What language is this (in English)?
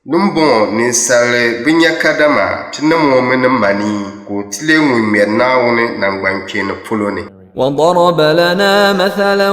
Dagbani